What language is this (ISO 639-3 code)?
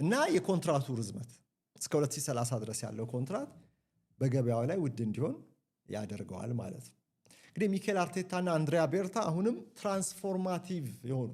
amh